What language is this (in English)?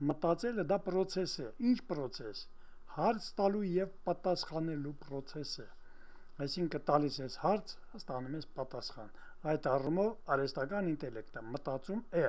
Armenian